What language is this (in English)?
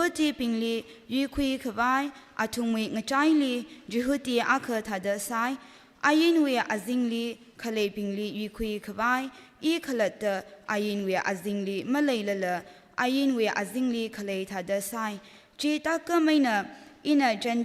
Tangkhul Naga (India)